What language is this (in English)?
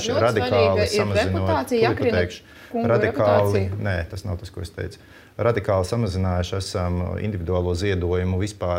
Latvian